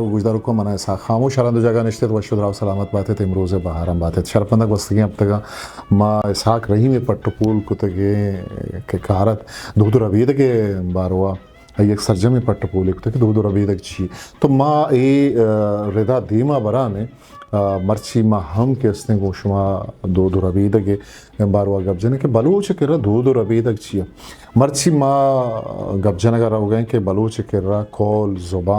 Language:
Eastern Balochi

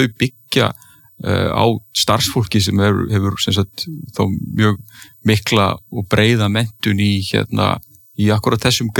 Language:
Icelandic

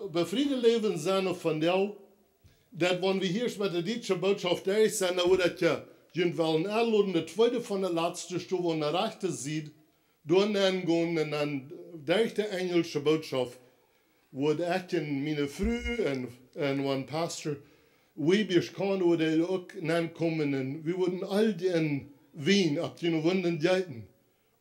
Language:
Plautdietsch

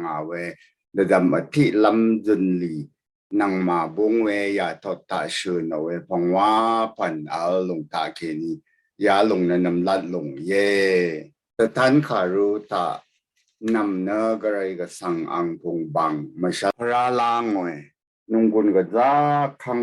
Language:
Rawang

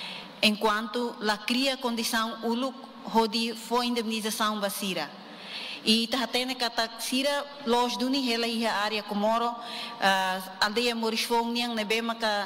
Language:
Tetum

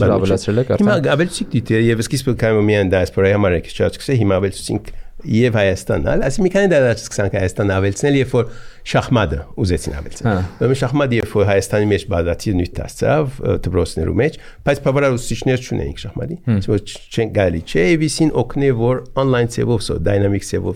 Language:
Armenian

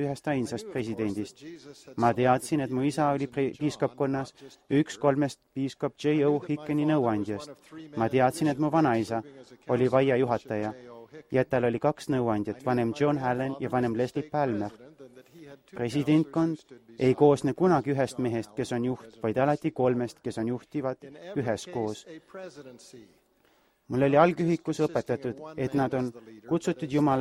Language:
Estonian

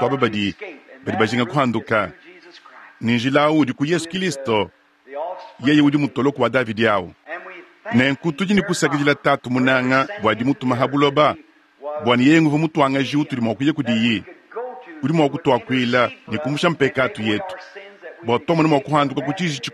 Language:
Luba-Lulua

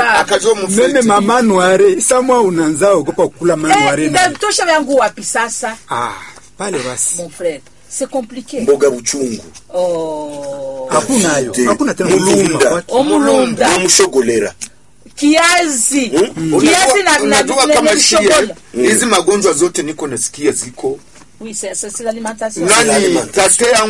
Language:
Swahili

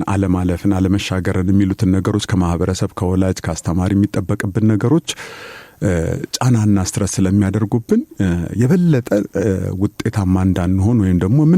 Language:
Amharic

